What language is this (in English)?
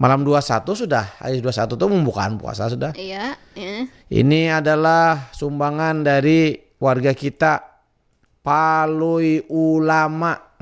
Banjar